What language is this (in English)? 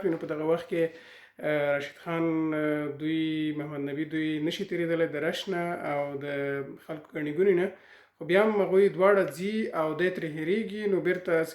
Pashto